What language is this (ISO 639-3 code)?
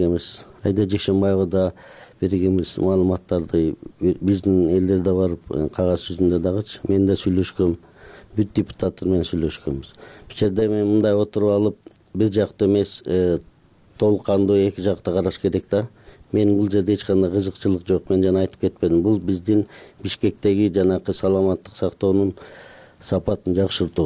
kir